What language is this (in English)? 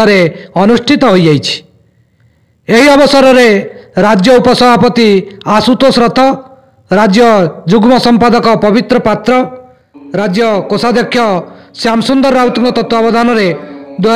Odia